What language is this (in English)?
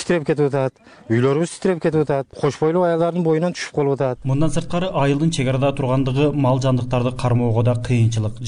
Kyrgyz